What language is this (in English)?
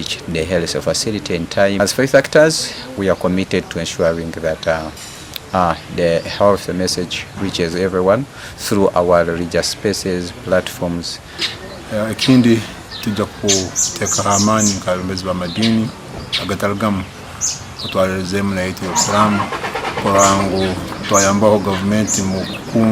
Nyankole